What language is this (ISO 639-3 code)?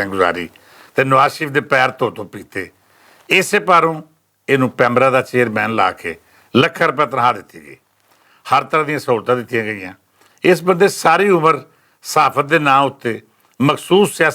lah